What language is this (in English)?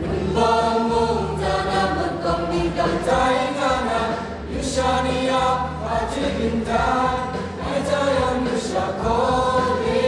Kachin